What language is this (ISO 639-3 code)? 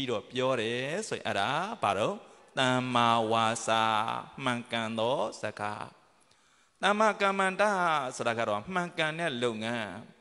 mya